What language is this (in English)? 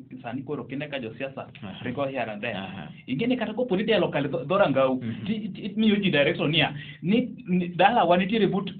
Luo (Kenya and Tanzania)